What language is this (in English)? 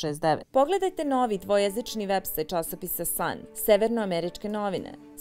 Serbian